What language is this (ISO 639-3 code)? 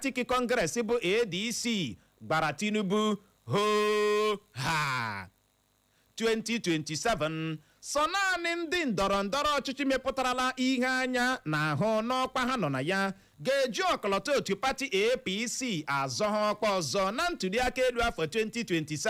ibo